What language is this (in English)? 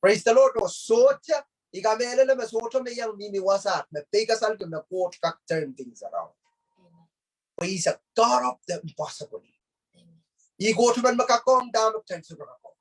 Pohnpeian